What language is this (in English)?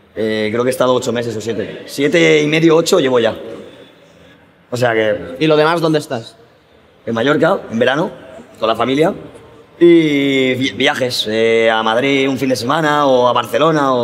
Spanish